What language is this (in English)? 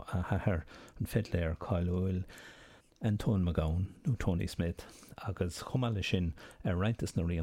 Irish